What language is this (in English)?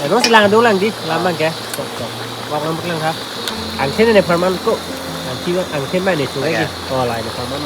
Karbi